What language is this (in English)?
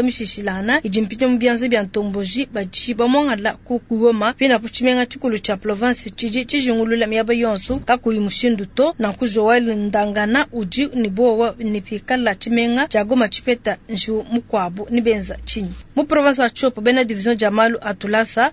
Luba-Lulua